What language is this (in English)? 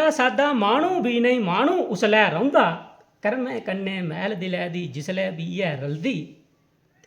Dogri